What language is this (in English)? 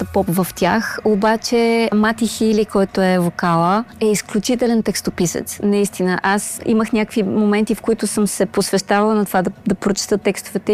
Bulgarian